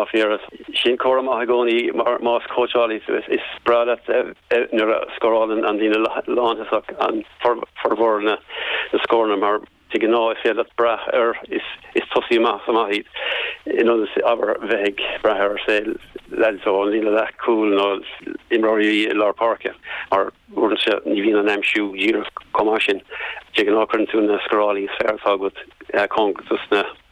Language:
Irish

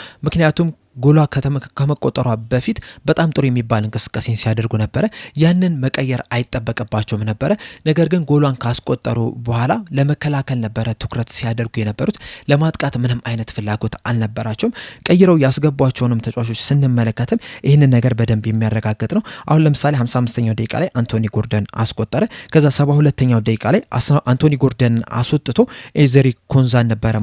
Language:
Amharic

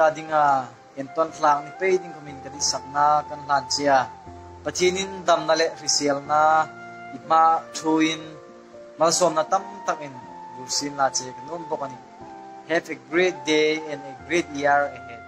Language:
Hmar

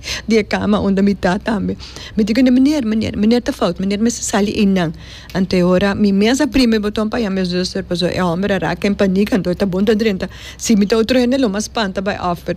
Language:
Papiamento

